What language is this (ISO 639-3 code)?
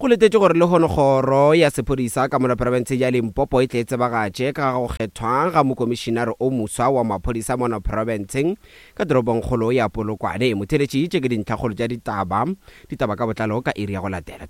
nso